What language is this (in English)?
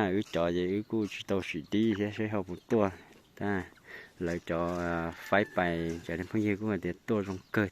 Hmong